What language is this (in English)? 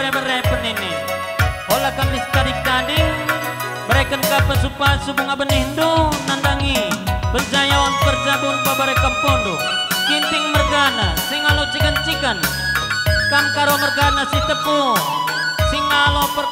Batak Karo